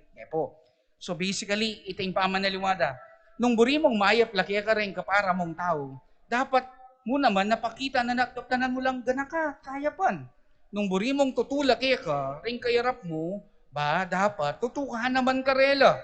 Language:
Pampanga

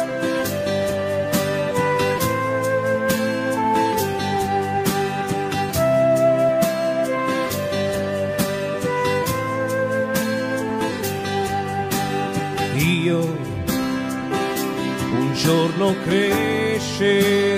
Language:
Italian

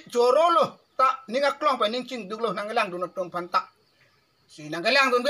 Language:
Karbi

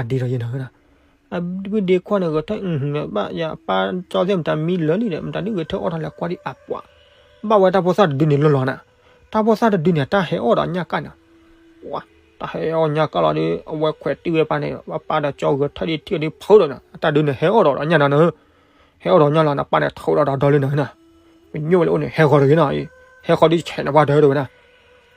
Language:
S'gaw Karen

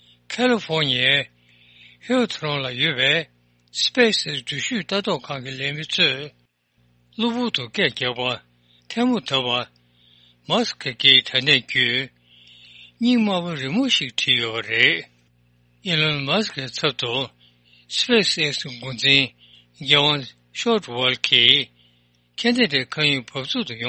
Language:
Tibetan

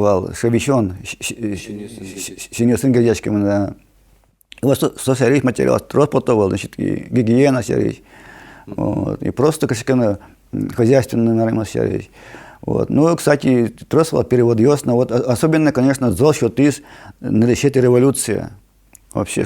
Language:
Udmurt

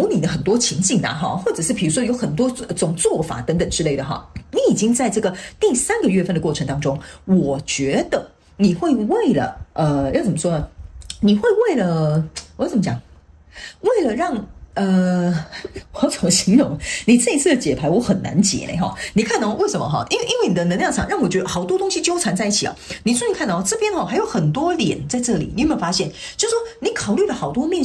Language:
Chinese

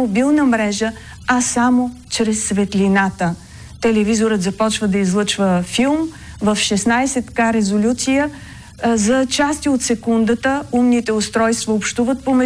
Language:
Bulgarian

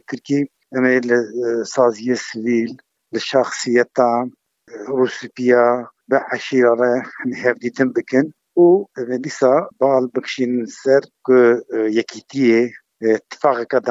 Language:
Kurdish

